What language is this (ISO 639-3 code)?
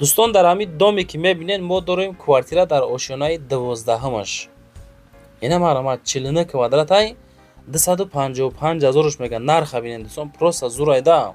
tgk